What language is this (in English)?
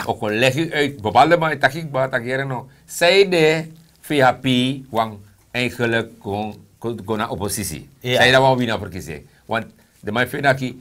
Sranan Tongo